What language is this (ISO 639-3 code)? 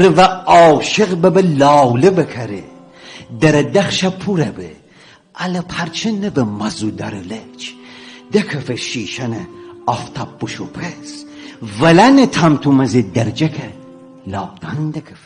glk